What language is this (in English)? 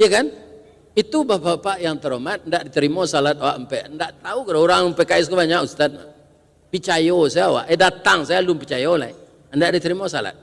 Minangkabau